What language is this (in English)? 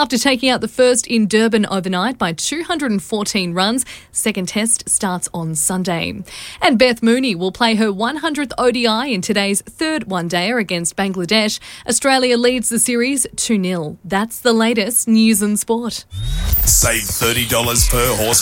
English